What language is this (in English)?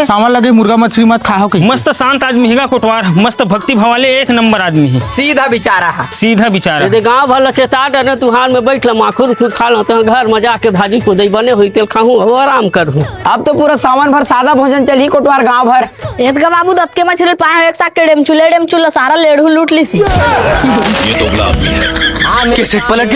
Chhattisgarhi